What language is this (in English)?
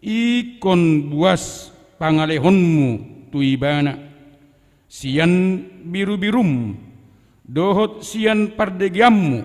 Batak Toba